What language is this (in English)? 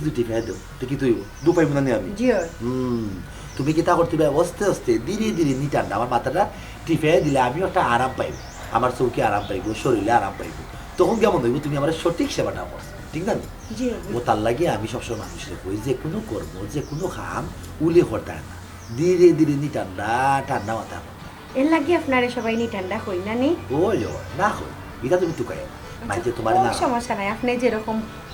Sylheti